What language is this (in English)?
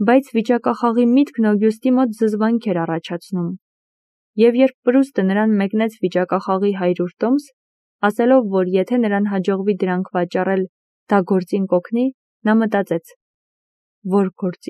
Armenian